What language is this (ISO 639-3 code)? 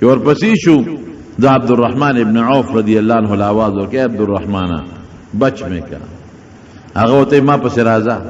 pus